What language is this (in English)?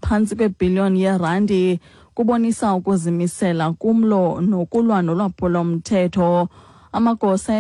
Xhosa